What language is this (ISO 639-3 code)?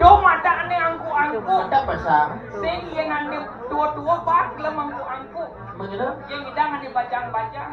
ban